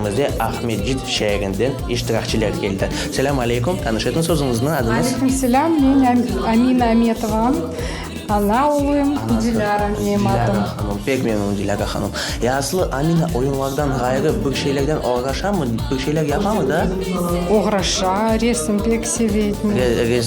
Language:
Crimean Tatar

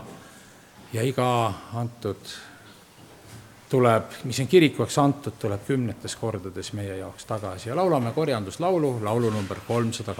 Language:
Estonian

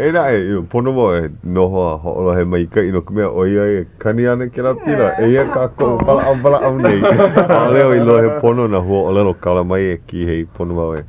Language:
Hawaiian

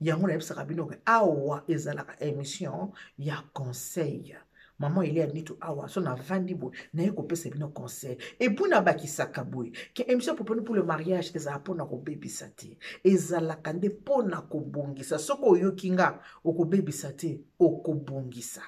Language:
Lingala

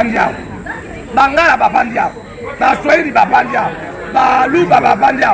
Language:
Lingala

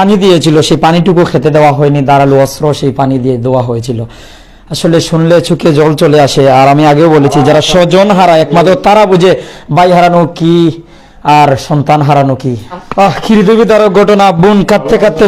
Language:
Sylheti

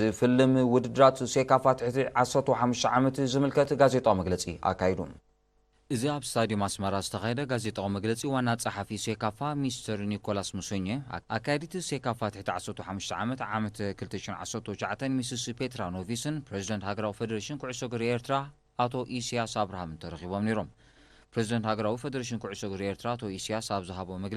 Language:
Tigrinya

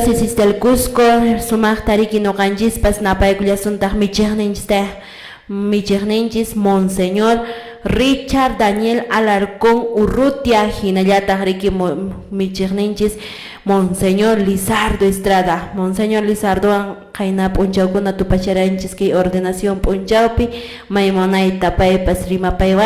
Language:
Quechua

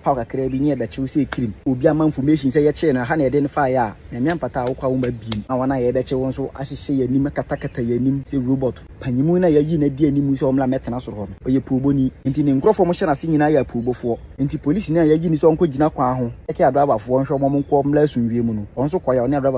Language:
Akan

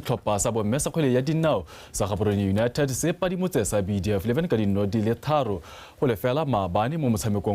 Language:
Tswana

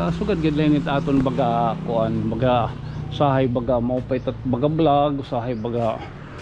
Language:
Waray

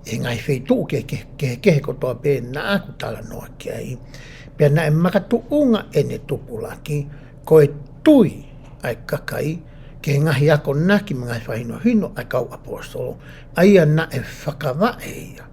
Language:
Tongan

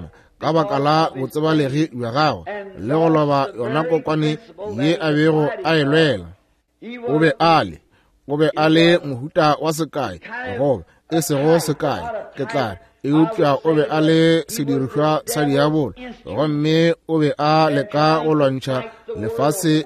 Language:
Northern Sotho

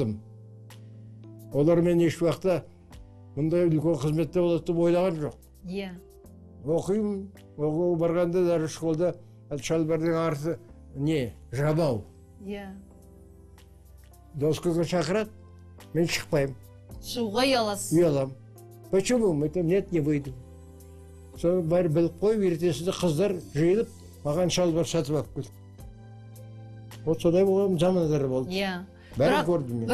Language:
Kazakh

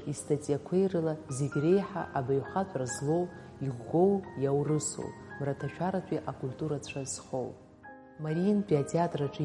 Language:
Abkhazian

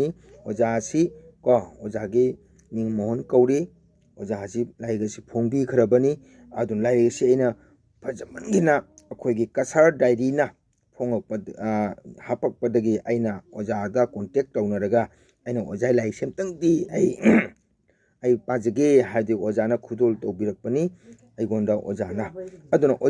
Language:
Manipuri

